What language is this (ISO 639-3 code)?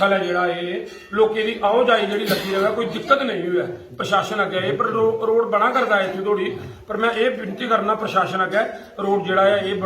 doi